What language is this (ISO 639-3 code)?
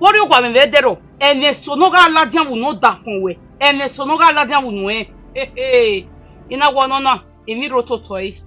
bin